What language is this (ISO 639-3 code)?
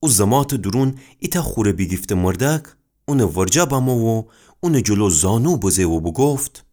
glk